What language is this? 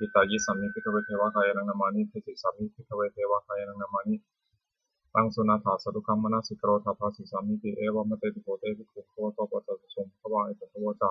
Pali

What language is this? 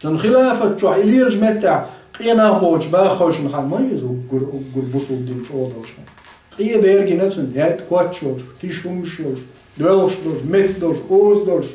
Chechen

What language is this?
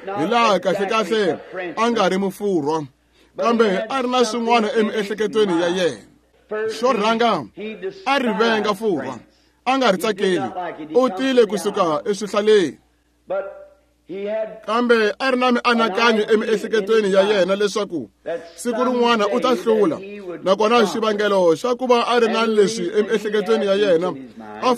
Tsonga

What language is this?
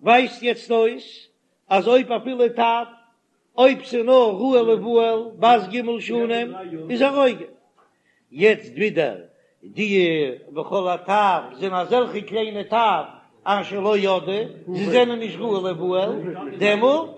Yiddish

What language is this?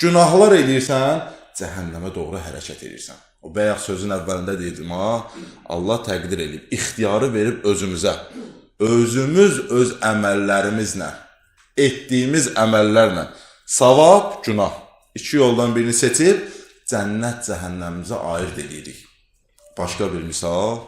Azerbaijani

